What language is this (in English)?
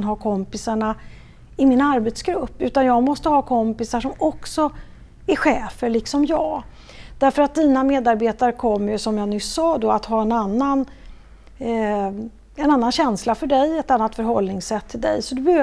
Swedish